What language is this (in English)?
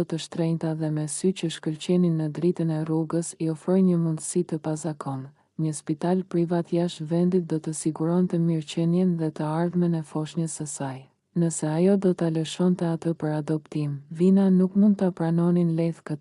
Albanian